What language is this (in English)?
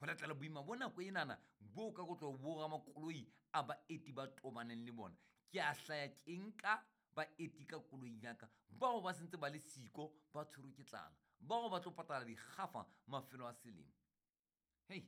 Southern Sotho